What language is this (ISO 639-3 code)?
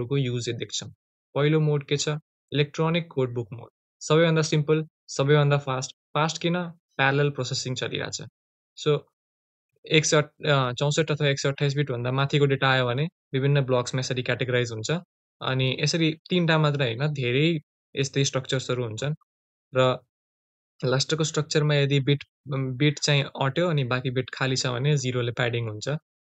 nep